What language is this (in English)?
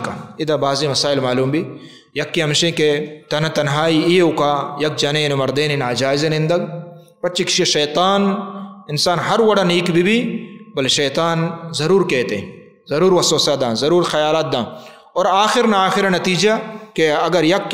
Baluchi